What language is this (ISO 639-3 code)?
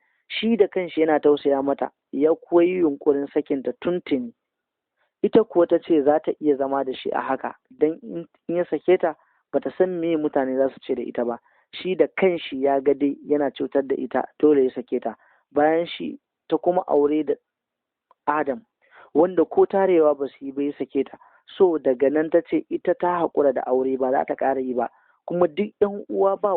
hau